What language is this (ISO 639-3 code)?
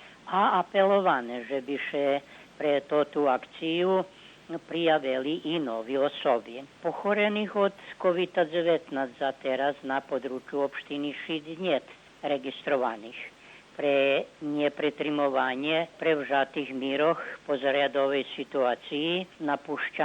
rue